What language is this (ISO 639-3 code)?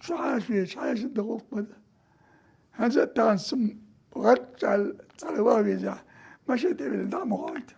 che